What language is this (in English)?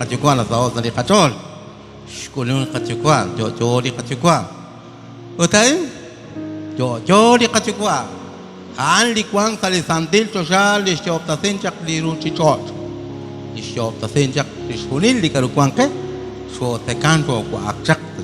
Kekchí